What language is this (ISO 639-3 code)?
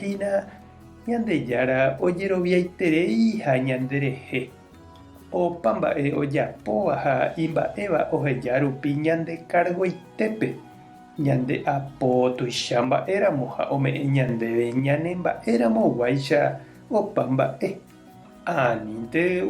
grn